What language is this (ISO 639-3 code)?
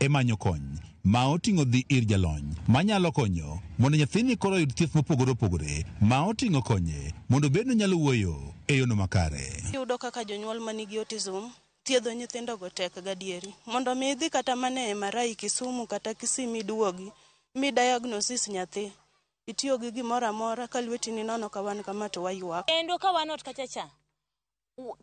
luo